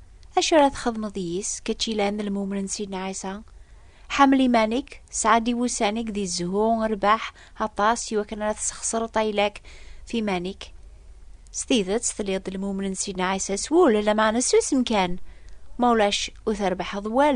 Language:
Kabyle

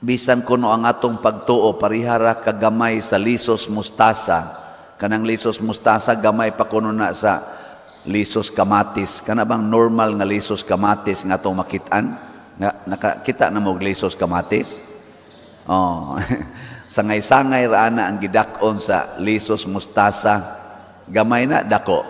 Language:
Cebuano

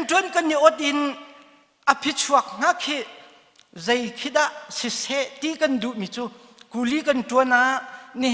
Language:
Hakha Chin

